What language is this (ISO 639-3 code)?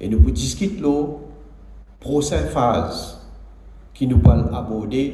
mfe